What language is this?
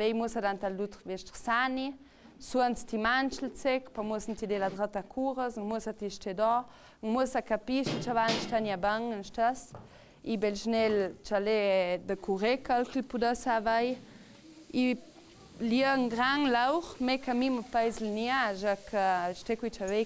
Ladin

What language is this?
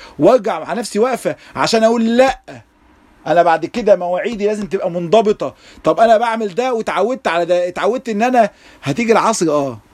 Egyptian Arabic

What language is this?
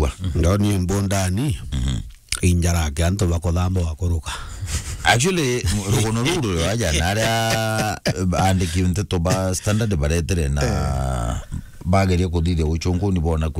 Meru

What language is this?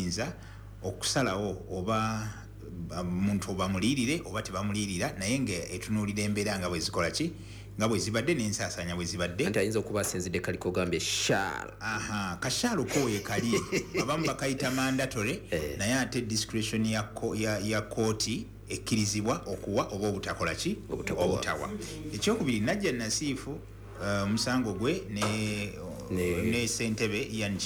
Ganda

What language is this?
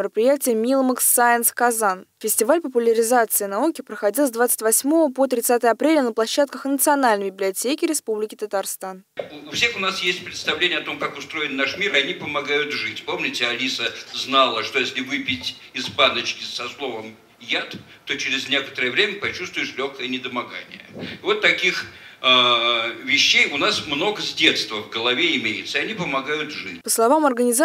Russian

